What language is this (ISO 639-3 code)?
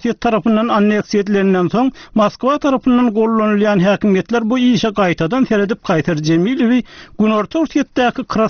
tuk